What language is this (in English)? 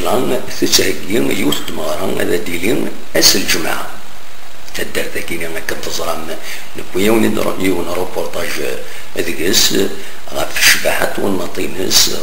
Kabyle